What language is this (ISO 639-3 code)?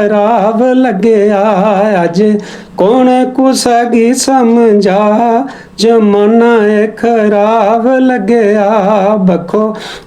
doi